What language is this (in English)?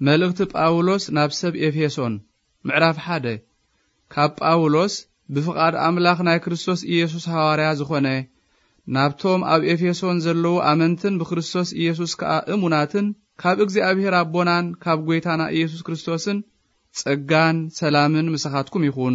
Tigrinya